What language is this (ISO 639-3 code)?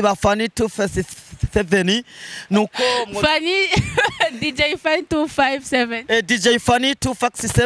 run